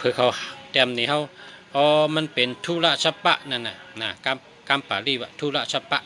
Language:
Shan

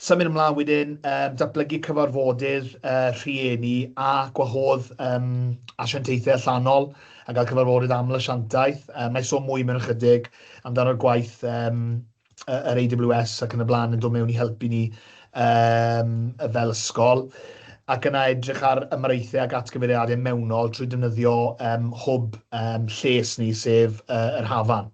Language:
Welsh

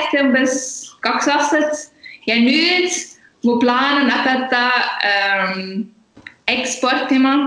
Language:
Estonian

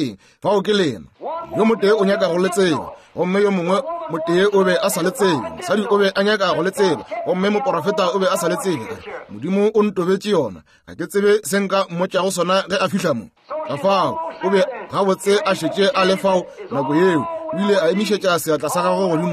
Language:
Northern Sotho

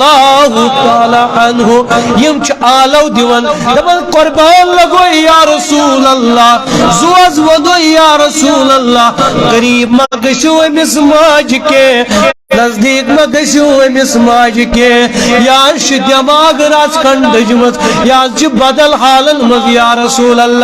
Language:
Kashmiri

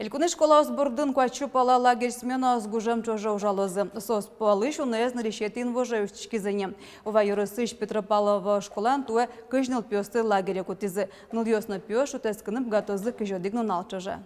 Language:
Udmurt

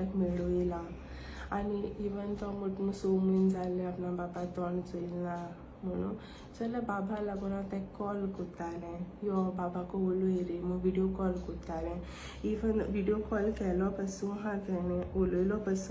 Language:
Konkani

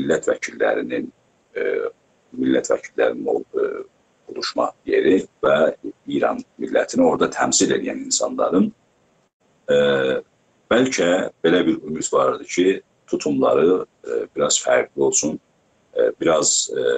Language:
South Azerbaijani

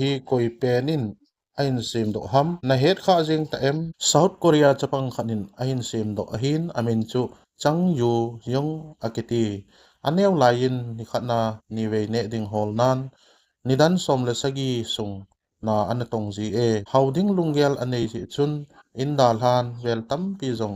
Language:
Thado Chin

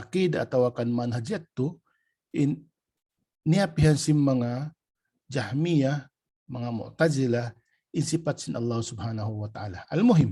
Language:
Tausug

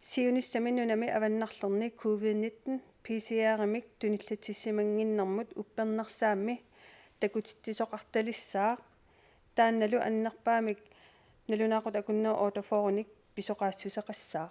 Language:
Kalaallisut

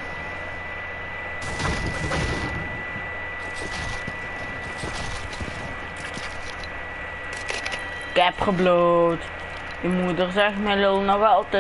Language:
Dutch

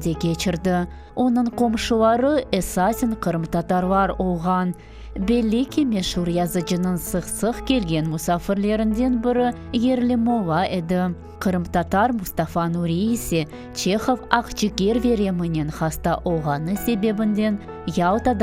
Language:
Crimean Tatar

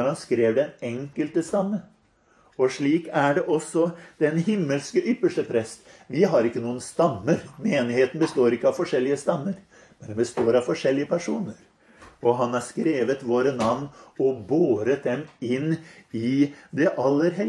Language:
Norwegian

